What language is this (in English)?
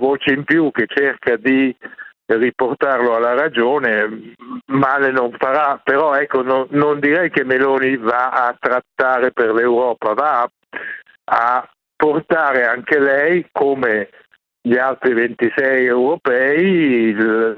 Italian